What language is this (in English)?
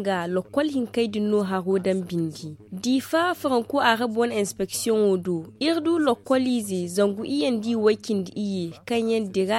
Zarma